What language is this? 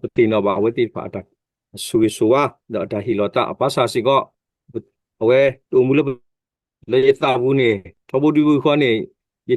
S'gaw Karen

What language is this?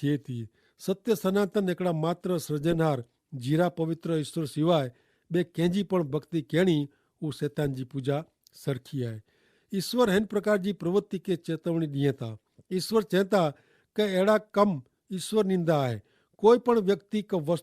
Kachhi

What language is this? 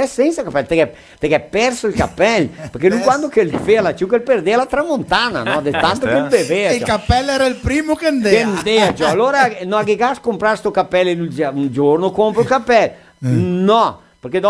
Venetian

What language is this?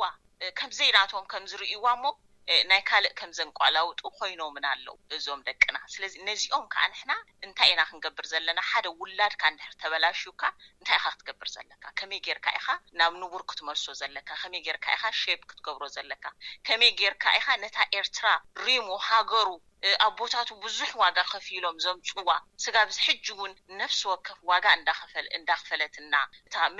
Tigrinya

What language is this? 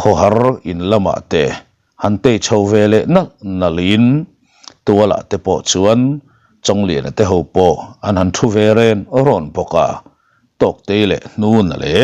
Mizo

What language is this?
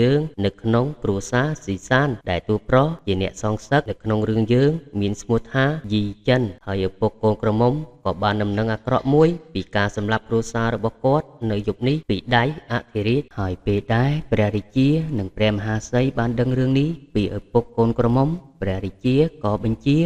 Khmer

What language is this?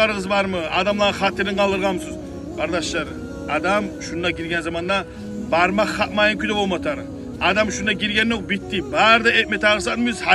Kumyk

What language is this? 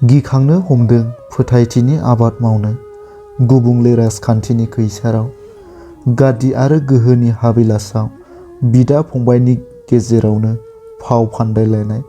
Bodo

